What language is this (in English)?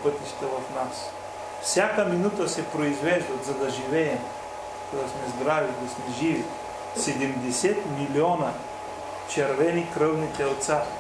Bulgarian